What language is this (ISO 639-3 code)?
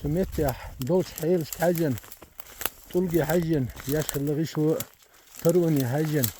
che